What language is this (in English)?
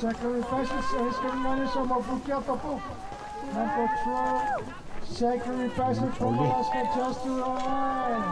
Kalaallisut